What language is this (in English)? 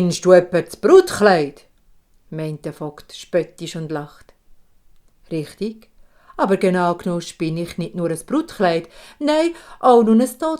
Swiss German